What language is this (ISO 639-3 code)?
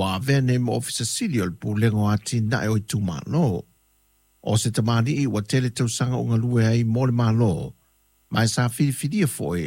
smo